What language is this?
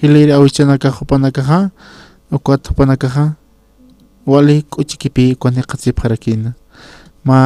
Aymara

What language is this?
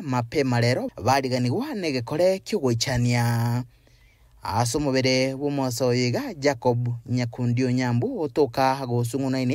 Gusii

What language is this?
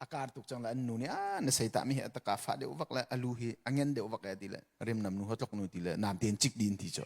Hakha Chin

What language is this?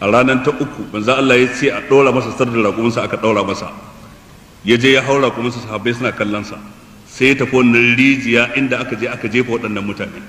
Hausa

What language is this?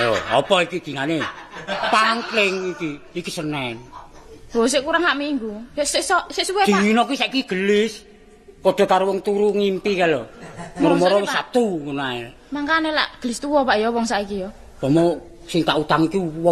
Javanese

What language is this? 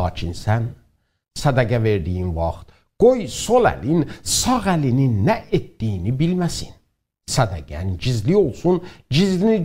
South Azerbaijani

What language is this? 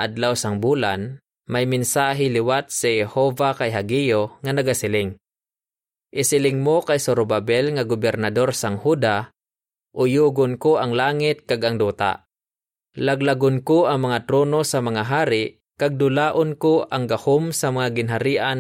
Hiligaynon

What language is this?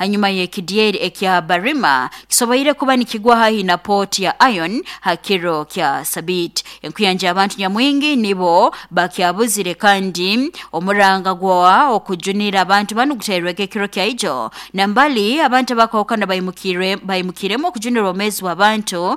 Nyankole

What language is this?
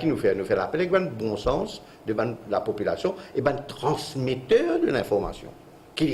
Morisyen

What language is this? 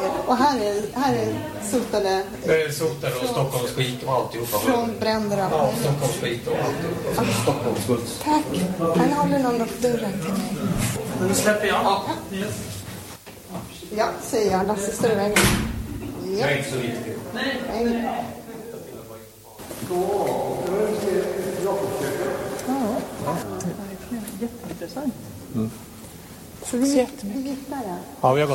Swedish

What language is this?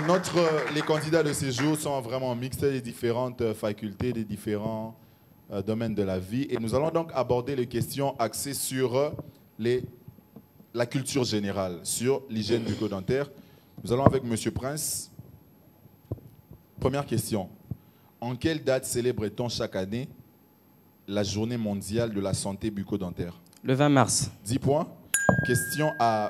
French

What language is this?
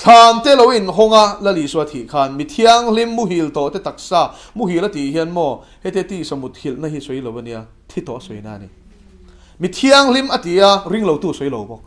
Mizo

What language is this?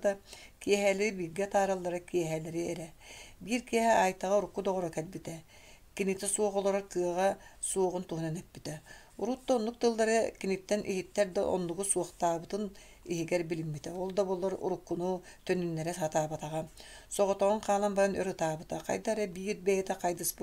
Yakut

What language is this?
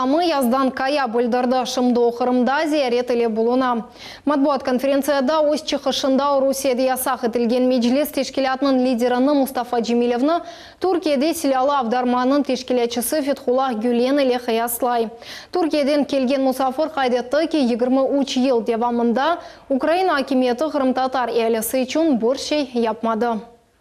Crimean Tatar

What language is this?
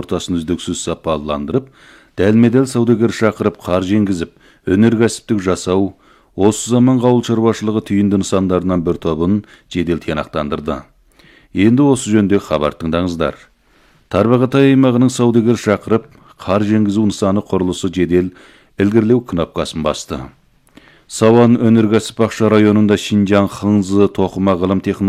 Kazakh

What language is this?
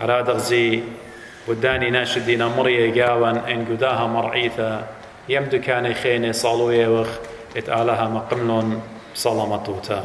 Assyrian Neo-Aramaic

